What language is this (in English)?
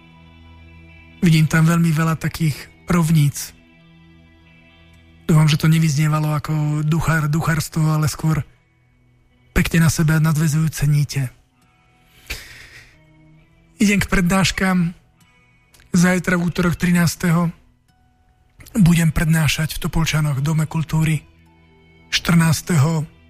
Slovak